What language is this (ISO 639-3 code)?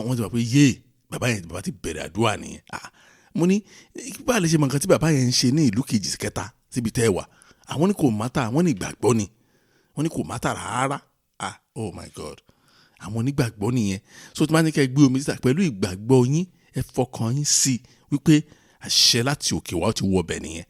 yor